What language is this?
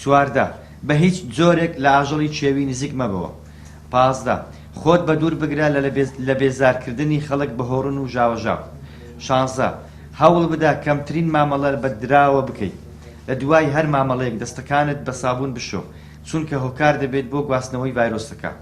Central Kurdish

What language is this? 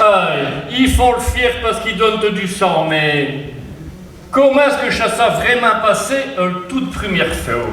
Picard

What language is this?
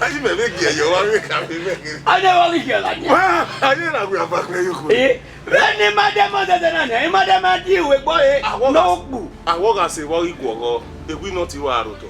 Bini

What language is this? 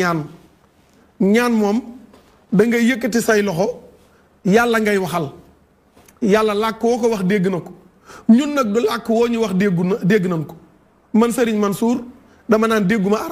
Wolof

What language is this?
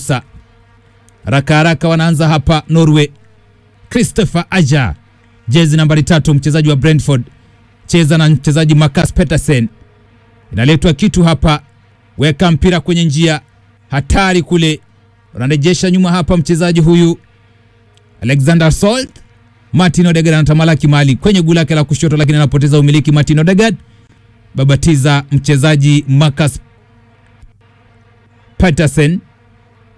Swahili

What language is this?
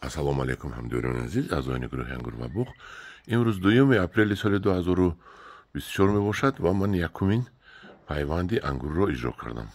Tajik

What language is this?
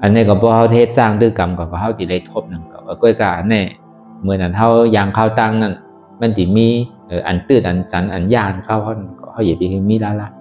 Shan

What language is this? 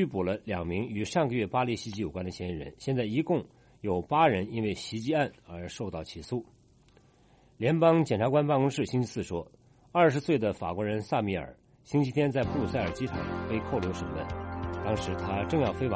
Chinese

